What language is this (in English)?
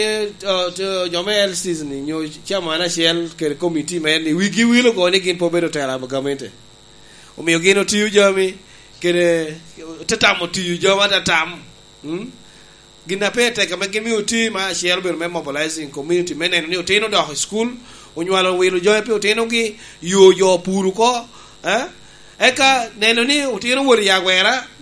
Lango (Uganda)